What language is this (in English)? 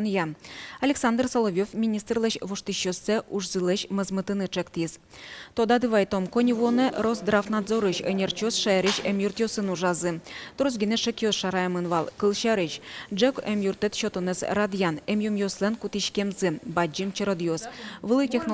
Udmurt